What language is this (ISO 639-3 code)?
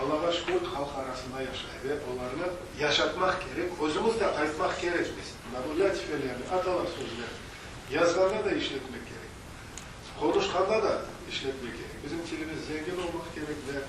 crh